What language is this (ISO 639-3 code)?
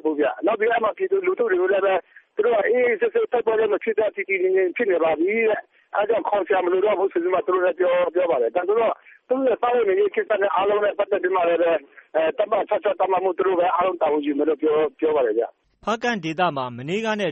mya